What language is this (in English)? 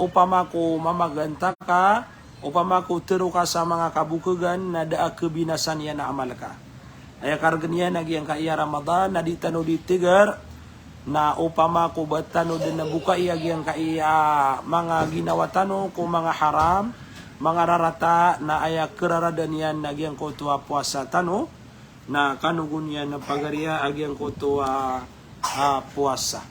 Maranao